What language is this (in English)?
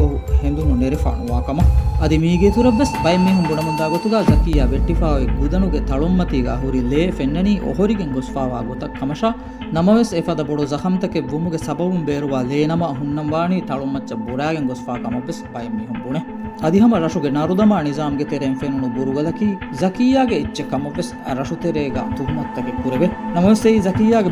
Divehi